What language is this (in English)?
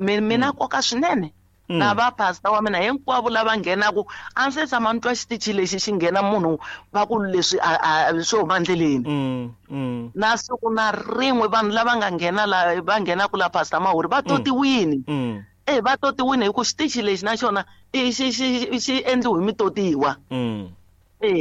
Tsonga